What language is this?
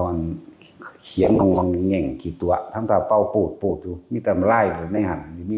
Lao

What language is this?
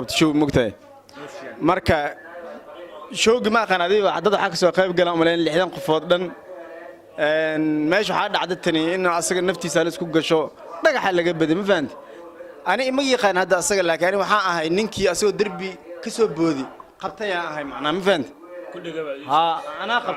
Somali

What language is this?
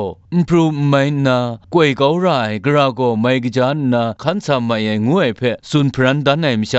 Kachin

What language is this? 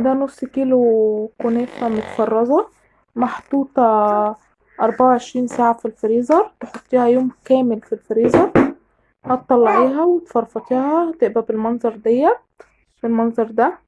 Egyptian Arabic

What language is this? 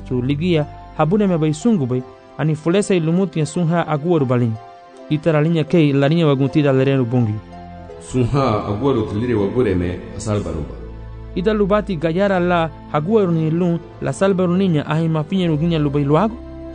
Garifuna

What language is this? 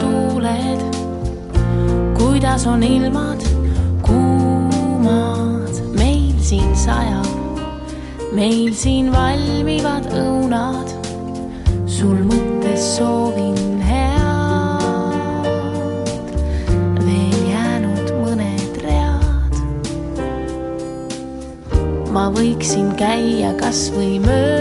Estonian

